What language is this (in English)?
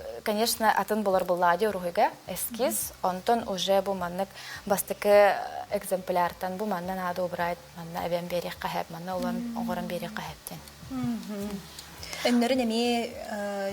Yakut